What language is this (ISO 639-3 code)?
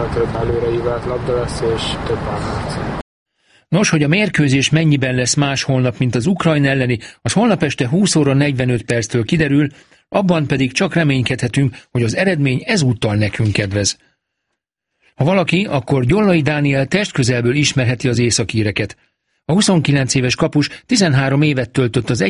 hun